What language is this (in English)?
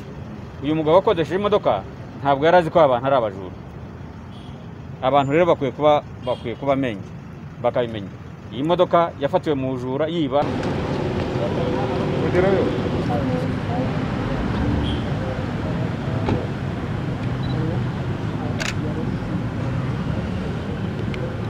Kinyarwanda